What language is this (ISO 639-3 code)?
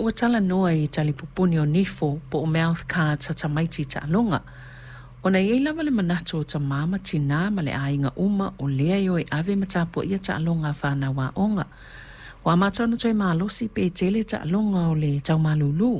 smo